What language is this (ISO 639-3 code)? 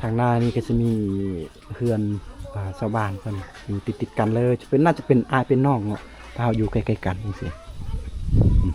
lao